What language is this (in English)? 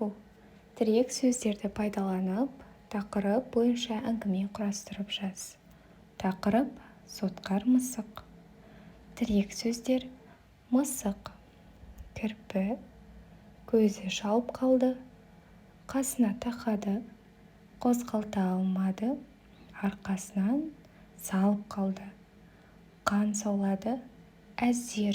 Kazakh